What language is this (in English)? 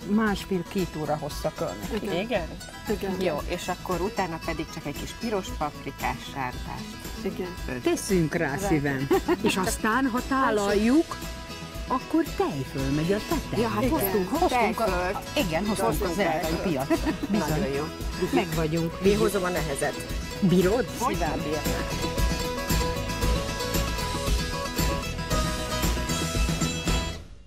Hungarian